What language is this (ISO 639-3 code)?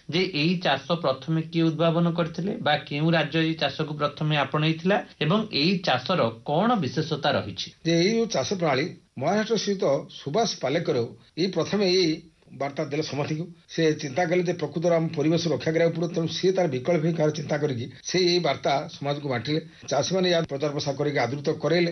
ori